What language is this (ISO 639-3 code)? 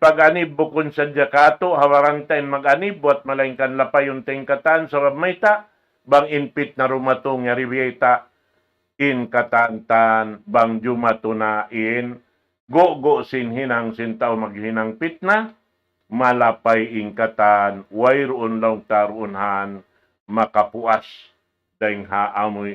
tsg